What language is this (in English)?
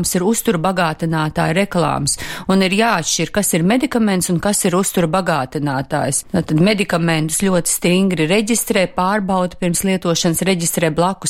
Latvian